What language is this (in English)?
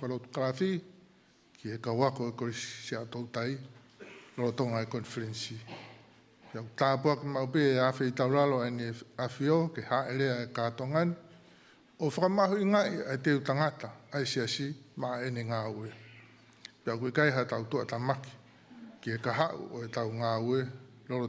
Tongan